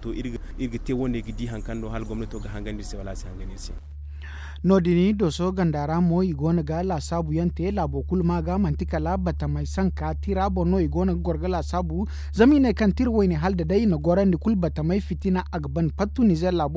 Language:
Zarma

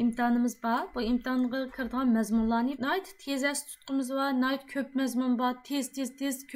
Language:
Uyghur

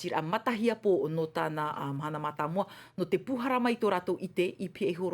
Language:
Tahitian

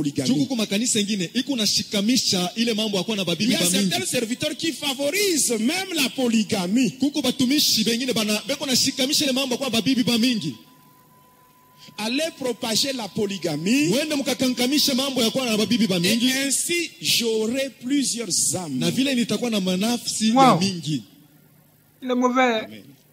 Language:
Swahili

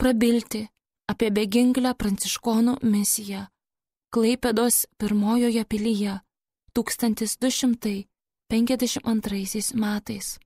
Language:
Lithuanian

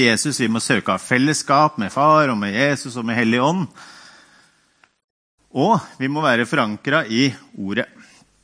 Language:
Norwegian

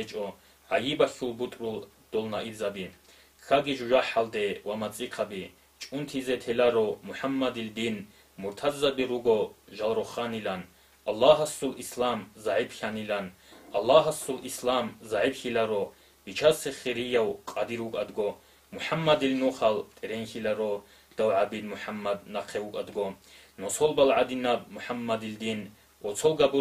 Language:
Avaric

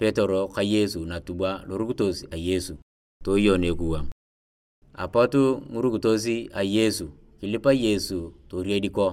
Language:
Turkana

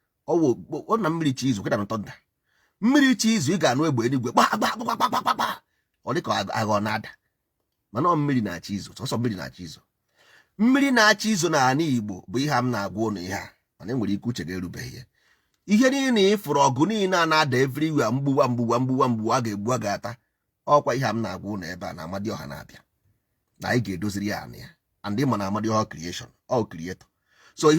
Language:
Igbo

